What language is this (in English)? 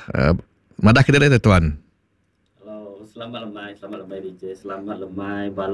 Iban